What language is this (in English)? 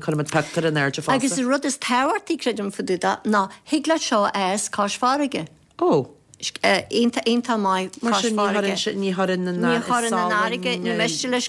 Irish